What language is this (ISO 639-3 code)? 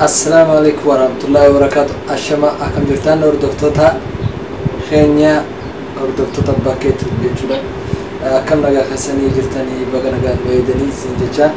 orm